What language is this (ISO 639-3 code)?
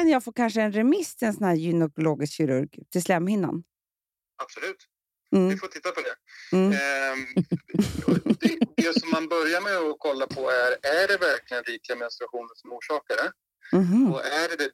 swe